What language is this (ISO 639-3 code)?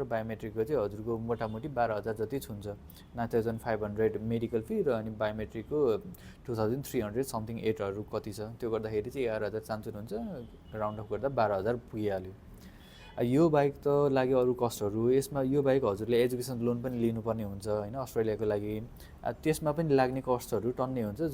nep